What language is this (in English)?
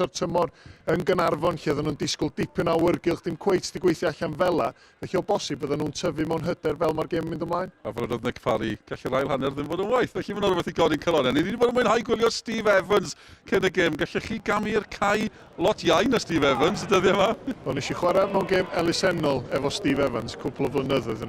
Welsh